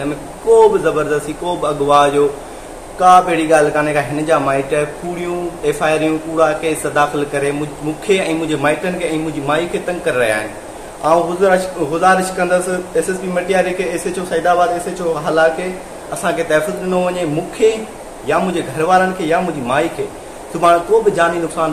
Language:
Sindhi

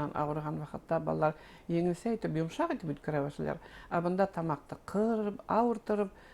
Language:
Bashkir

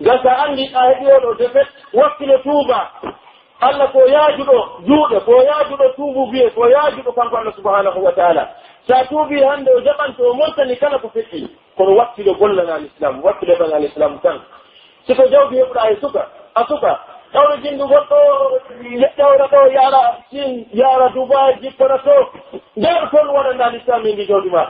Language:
Pular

